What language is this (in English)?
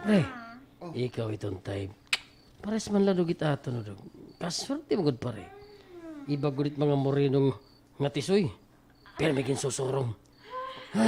Waray